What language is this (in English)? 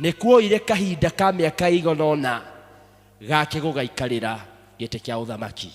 Kikuyu